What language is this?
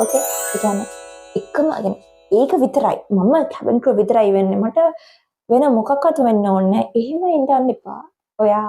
Sinhala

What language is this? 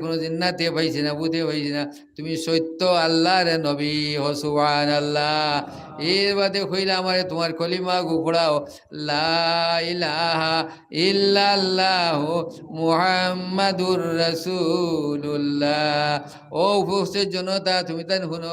Sylheti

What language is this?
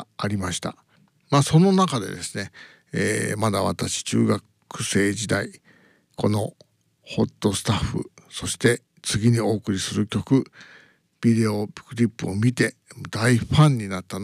Japanese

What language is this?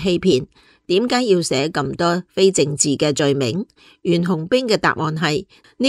Cantonese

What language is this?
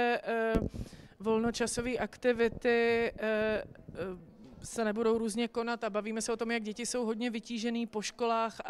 Czech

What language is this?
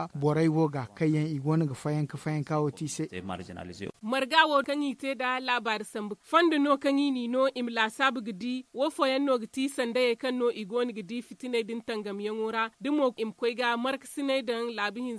Zarma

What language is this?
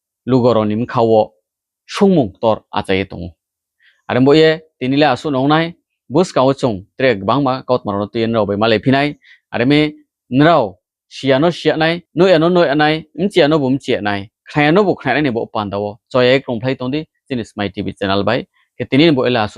Riang (India)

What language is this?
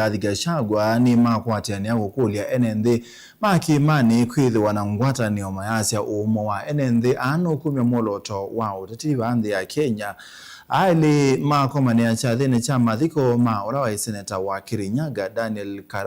Kamba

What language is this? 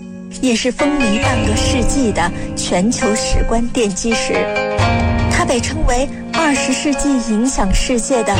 Chinese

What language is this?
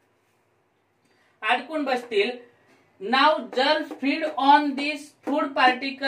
Marathi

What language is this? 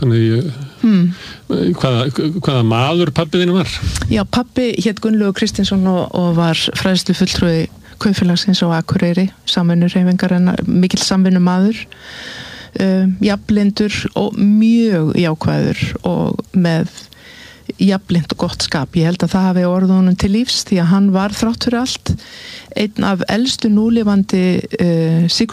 Icelandic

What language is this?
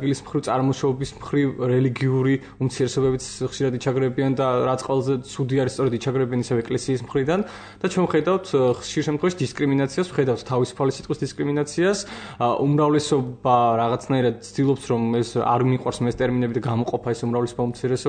Georgian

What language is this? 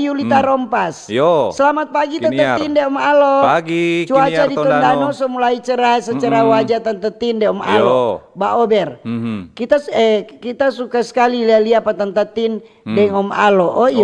Manado Malay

